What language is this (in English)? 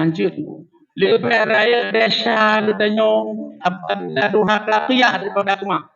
Achinese